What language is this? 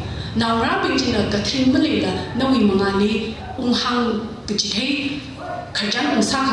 Tangkhul Naga (India)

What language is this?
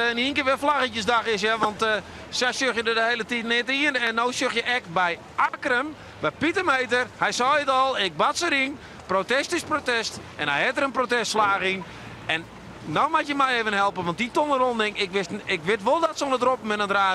Western Frisian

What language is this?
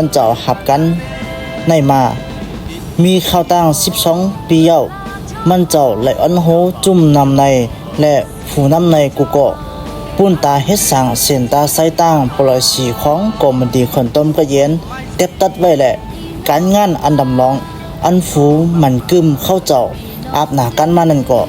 Shan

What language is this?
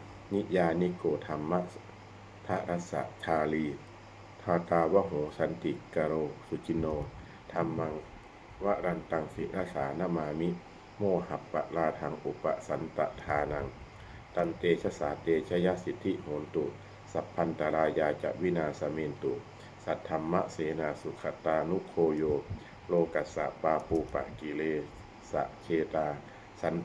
Pali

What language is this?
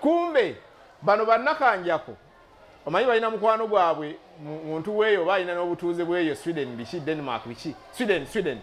Ganda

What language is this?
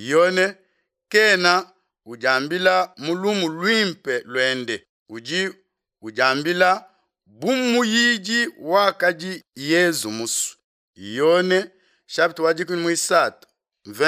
Luba-Lulua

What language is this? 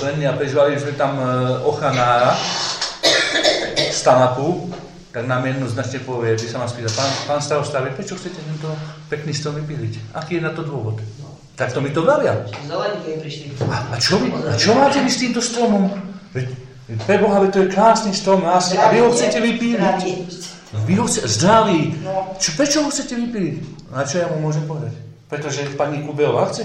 Slovak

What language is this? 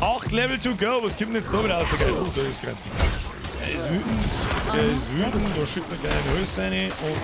Bavarian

